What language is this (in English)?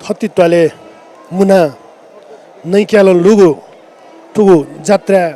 Newari